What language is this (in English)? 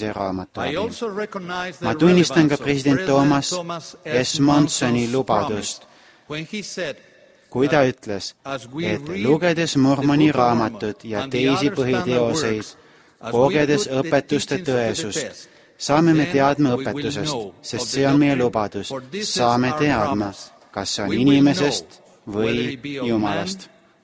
Estonian